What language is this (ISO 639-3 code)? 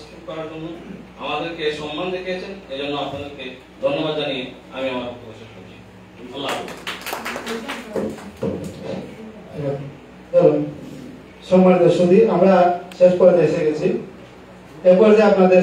ben